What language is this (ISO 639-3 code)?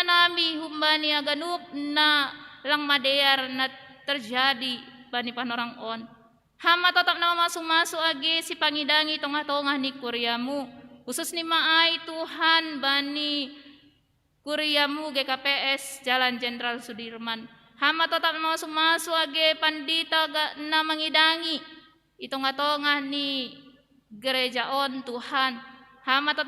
bts